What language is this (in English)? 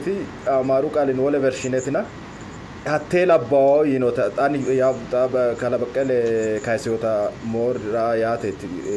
Sidamo